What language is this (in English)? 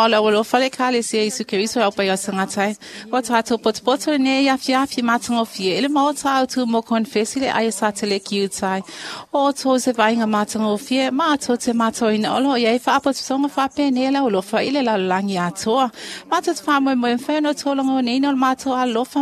Samoan